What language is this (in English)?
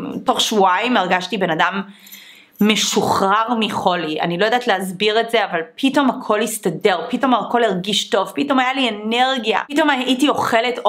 Hebrew